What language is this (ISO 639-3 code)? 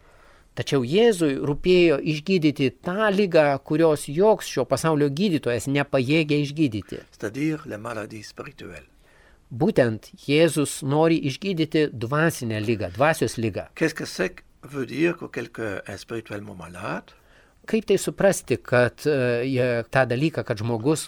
lit